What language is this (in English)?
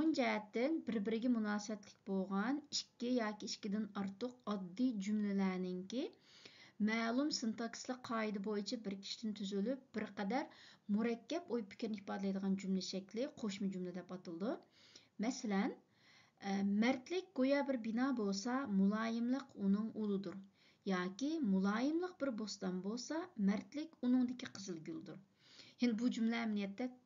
Uyghur